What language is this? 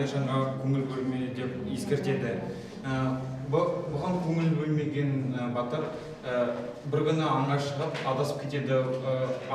Kazakh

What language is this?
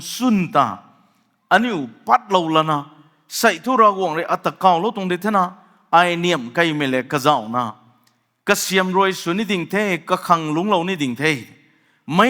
Rongmei Naga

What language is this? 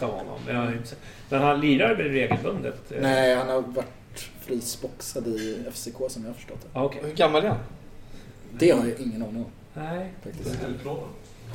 Swedish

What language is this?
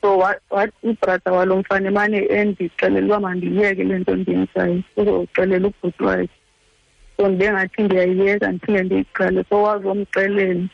Xhosa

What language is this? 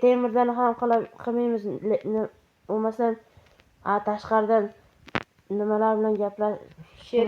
Uzbek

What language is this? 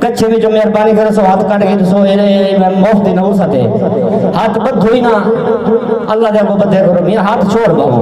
Saraiki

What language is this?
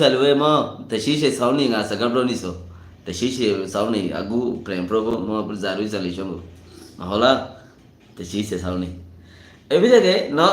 Rohingya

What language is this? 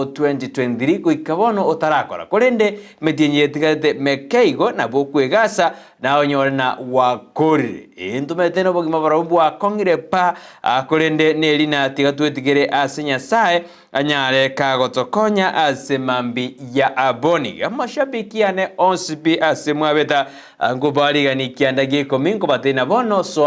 Gusii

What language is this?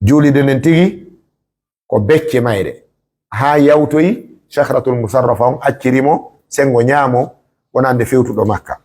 Fula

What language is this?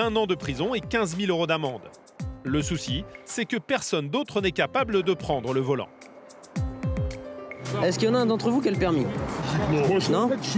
French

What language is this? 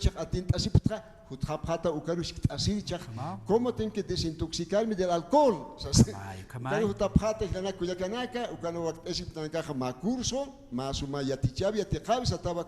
Aymara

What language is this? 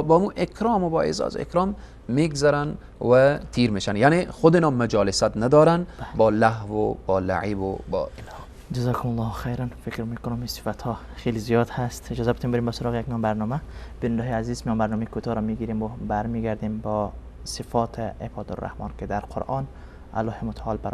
Persian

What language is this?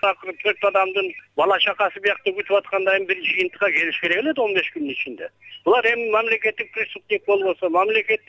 Kyrgyz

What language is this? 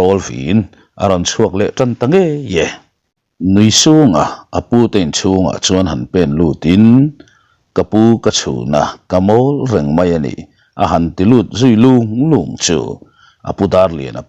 Mizo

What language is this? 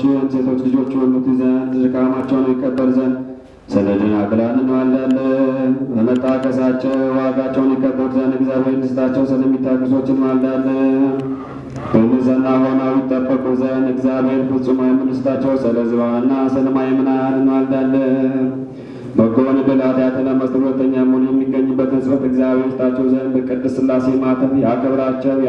Amharic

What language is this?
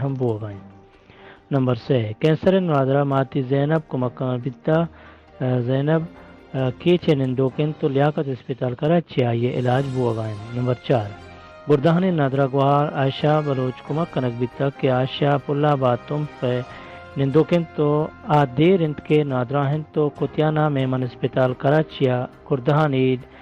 Baluchi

